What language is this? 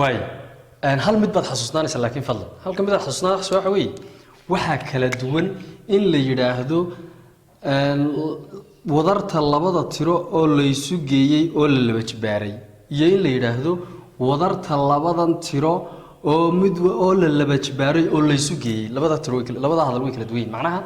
Somali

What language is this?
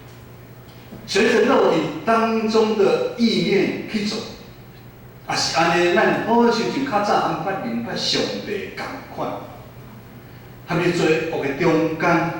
Min Nan Chinese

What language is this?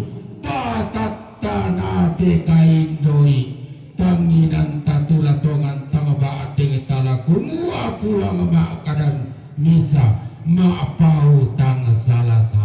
Toraja-Sa'dan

